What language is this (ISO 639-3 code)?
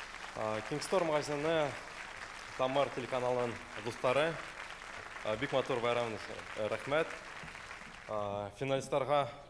bak